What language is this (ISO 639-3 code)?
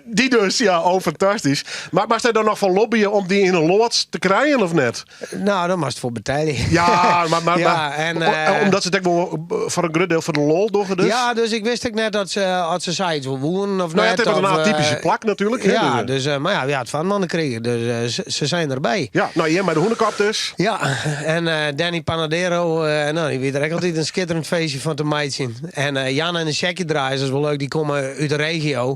fry